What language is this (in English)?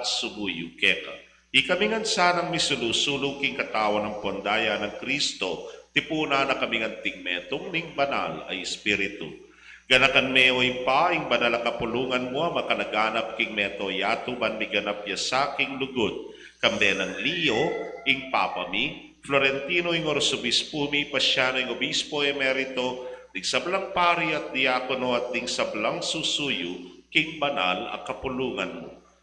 Pampanga